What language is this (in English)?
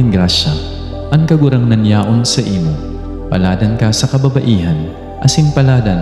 Bikol